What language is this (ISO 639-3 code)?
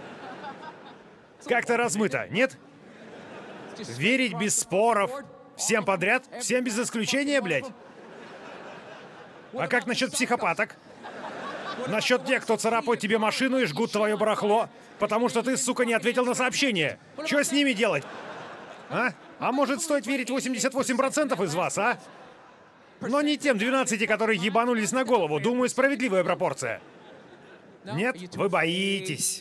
rus